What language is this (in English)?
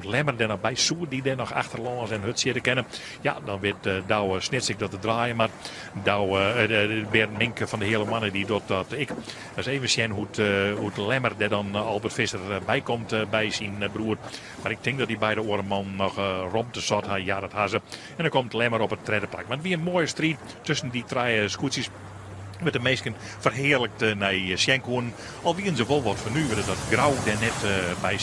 Western Frisian